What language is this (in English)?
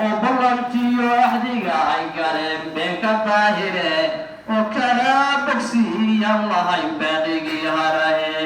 Somali